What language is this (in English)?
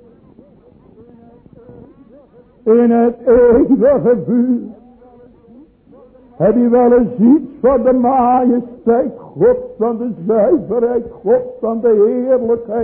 Dutch